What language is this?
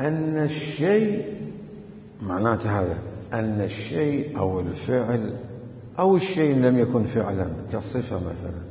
Mesopotamian Arabic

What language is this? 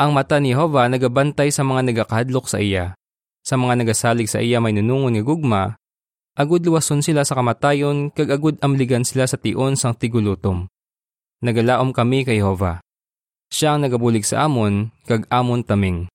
Hiligaynon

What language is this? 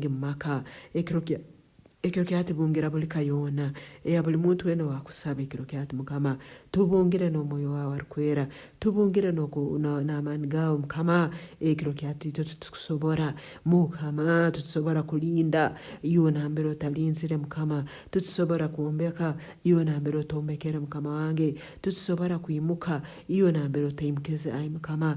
Nyankole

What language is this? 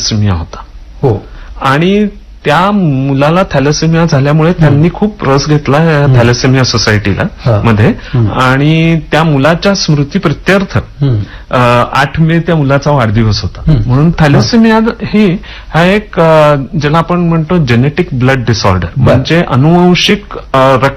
Marathi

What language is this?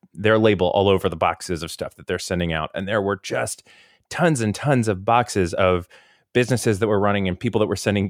English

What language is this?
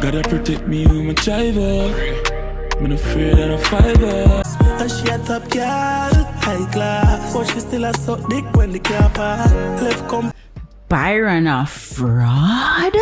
Jamaican Creole English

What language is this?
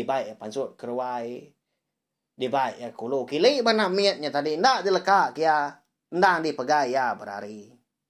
Iban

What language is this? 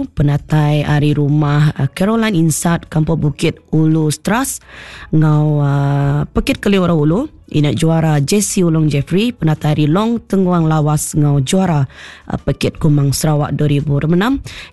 Iban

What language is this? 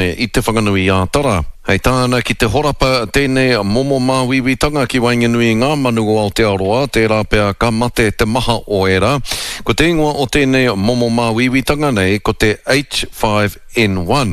Māori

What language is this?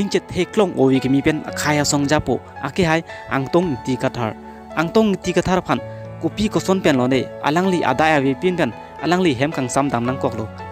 Karbi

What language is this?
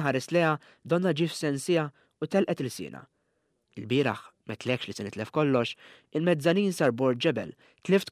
Maltese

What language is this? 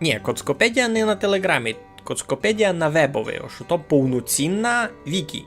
Rusyn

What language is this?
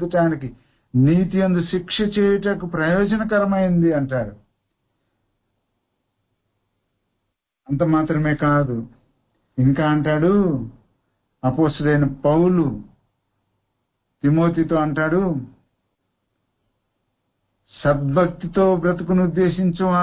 Telugu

